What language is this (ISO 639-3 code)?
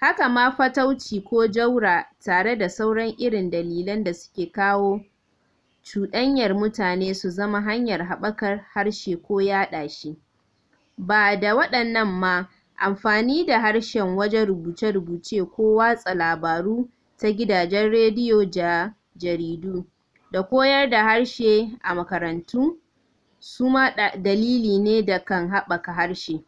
hau